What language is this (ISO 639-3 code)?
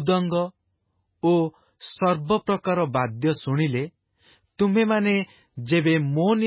ori